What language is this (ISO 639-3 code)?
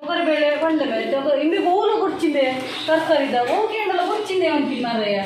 tcy